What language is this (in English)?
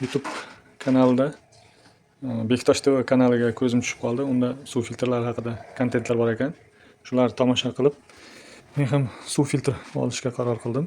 Uzbek